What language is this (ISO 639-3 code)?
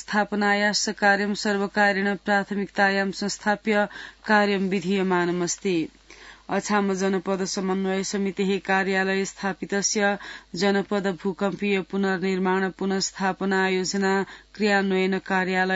san